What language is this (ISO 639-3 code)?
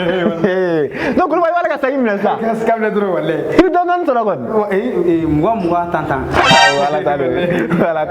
bam